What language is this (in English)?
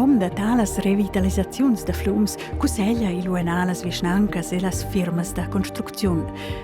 Romansh